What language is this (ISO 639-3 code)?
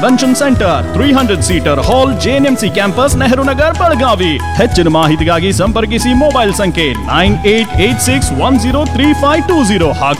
kan